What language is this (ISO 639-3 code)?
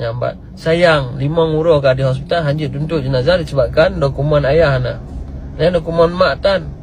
ace